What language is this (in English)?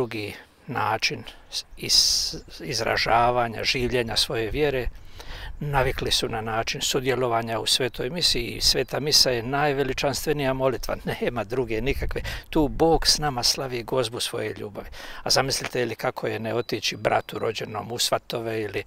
Croatian